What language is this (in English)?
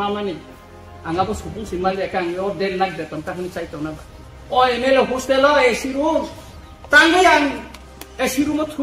Kok Borok